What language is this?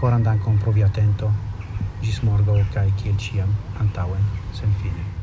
Esperanto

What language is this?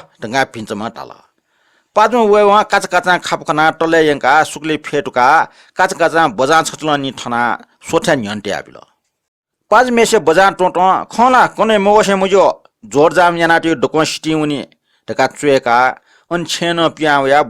Newari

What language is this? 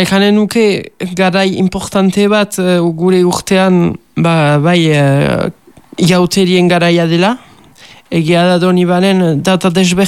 Basque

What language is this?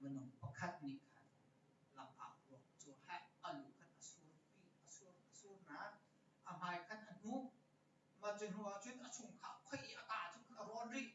Hakha Chin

